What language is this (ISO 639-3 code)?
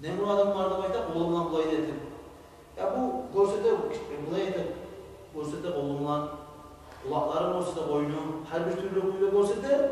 kum